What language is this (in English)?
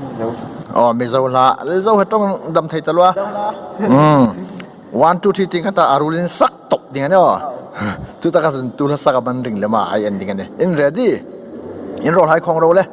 Hmar